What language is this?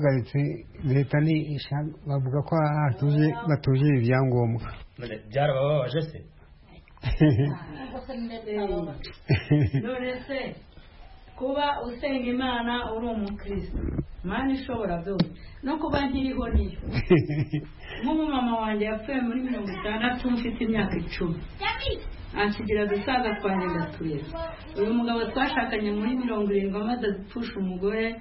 Kinyarwanda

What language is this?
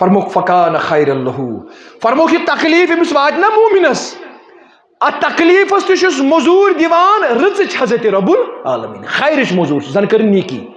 Kashmiri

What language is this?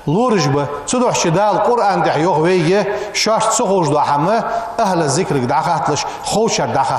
Ingush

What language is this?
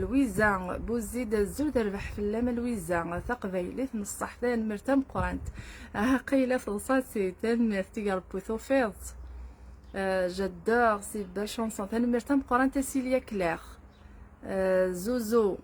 Kabyle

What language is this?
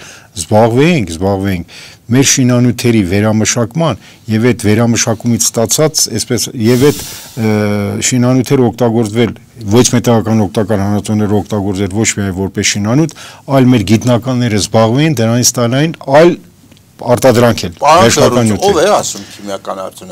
Armenian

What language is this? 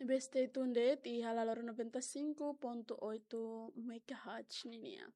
Tetum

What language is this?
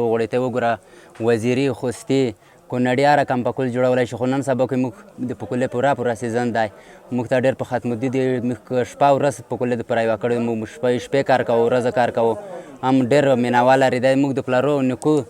Pashto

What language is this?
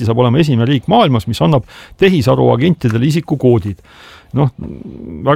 Estonian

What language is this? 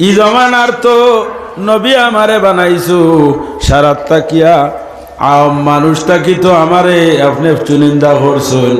Sylheti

